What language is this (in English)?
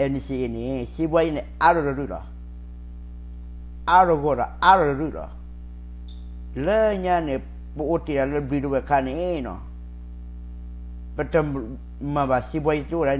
S'gaw Karen